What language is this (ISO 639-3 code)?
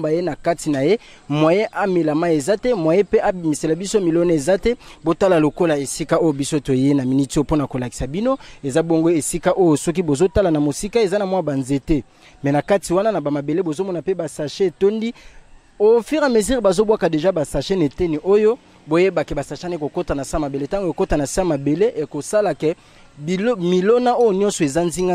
lin